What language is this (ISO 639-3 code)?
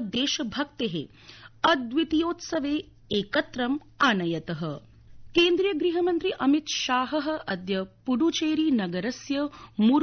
san